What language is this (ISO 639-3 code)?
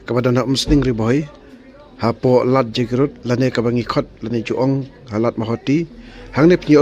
kha